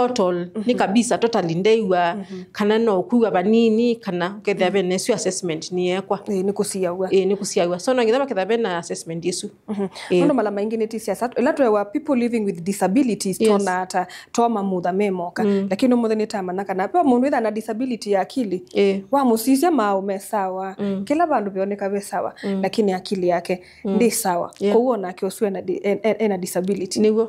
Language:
Kamba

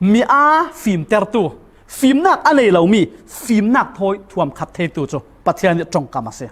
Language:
Falam Chin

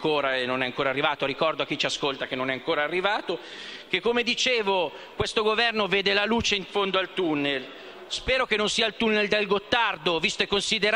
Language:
Italian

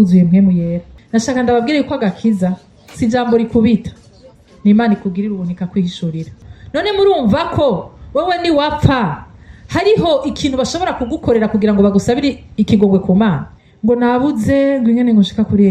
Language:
Rundi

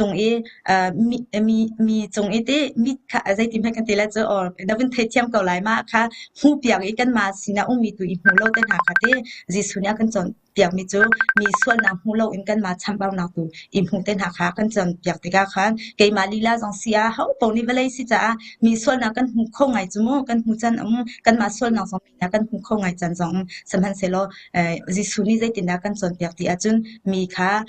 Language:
Hakha Chin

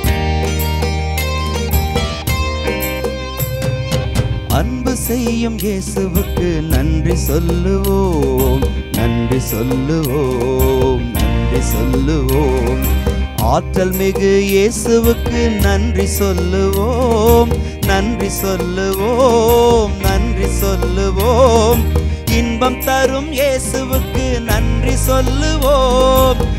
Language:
Tamil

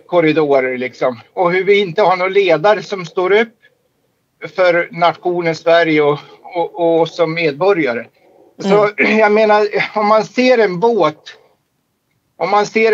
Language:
Swedish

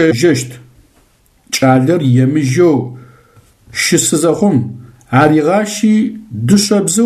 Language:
Adyghe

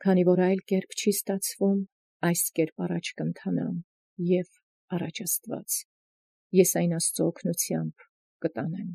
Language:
Armenian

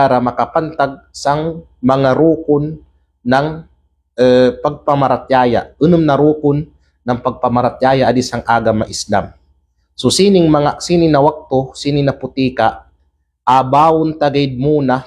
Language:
Kalagan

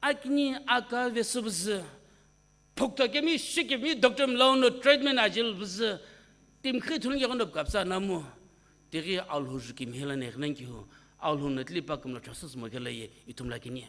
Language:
Sumi Naga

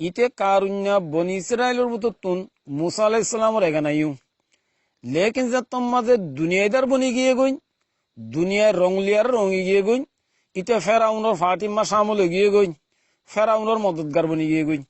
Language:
Rohingya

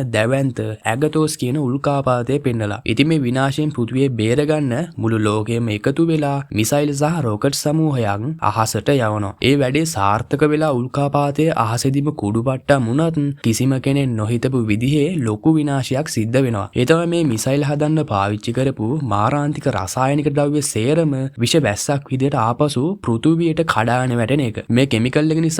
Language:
Sinhala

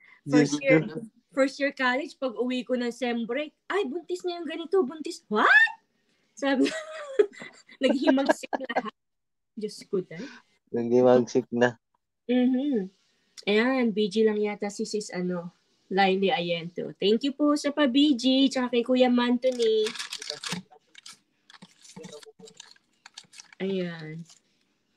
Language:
Filipino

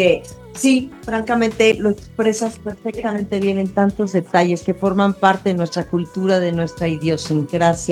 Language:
Spanish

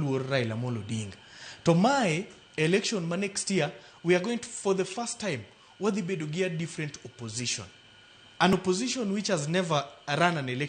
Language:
Luo (Kenya and Tanzania)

